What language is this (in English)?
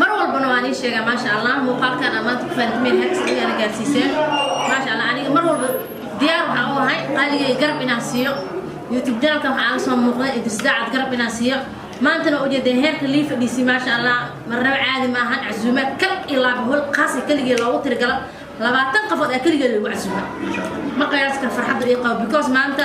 Somali